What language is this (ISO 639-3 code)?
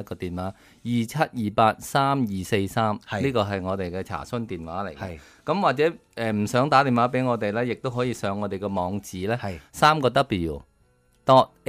yue